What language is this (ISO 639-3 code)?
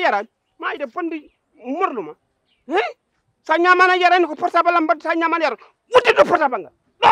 ful